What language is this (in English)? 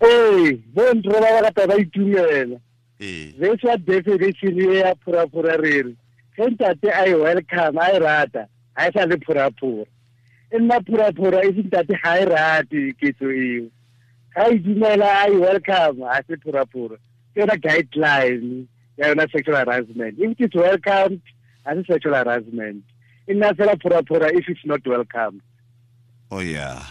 Tswana